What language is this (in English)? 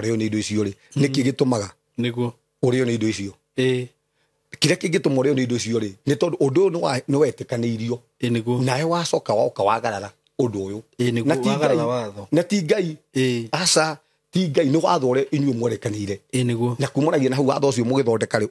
Kikuyu